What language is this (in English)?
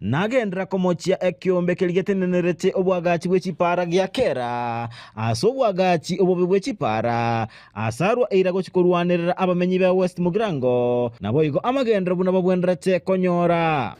Gusii